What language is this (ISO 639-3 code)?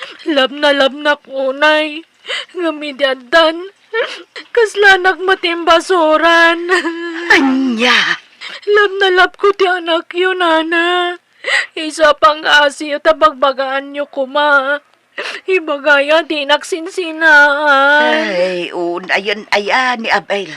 ilo